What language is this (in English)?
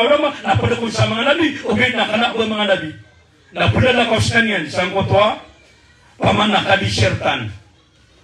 Maranao